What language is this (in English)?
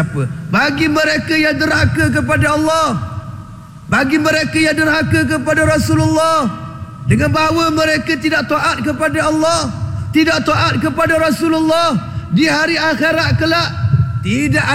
Malay